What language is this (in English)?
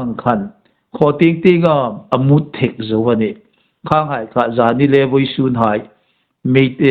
Hmar